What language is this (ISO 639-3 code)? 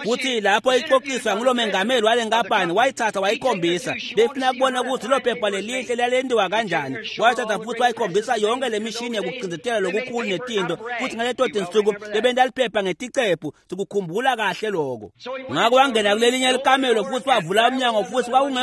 ssw